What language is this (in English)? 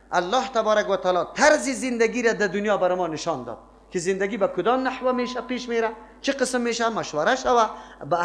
Persian